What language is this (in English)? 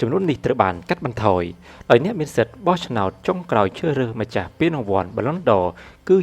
Khmer